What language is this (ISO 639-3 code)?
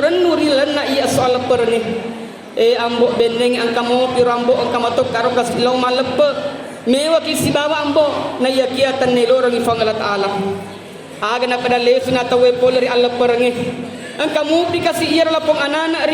bug